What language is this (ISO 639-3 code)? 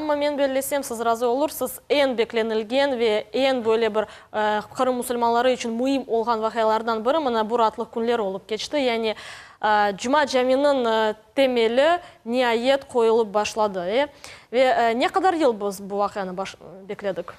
crh